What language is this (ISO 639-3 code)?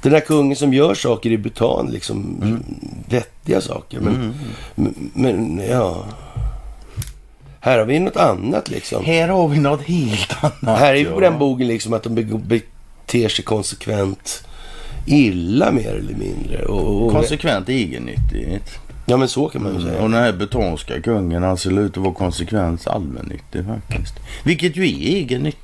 swe